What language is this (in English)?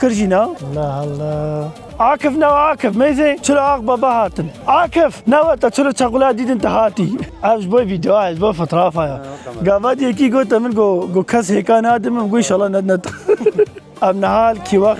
Kurdish